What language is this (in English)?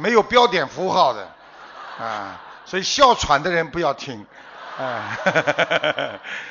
Chinese